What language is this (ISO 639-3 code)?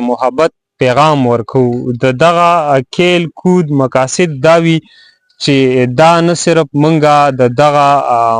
pus